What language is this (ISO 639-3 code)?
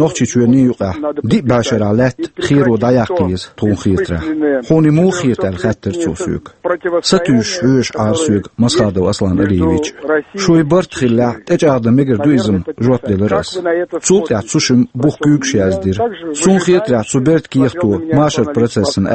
che